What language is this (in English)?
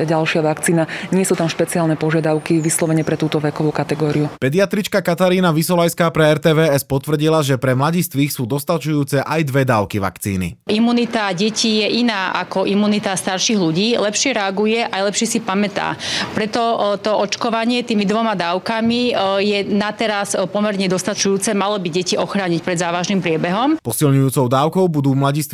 Slovak